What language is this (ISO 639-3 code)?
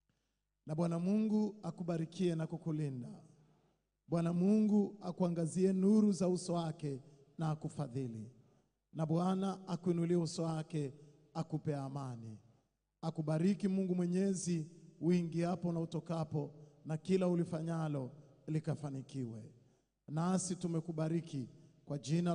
swa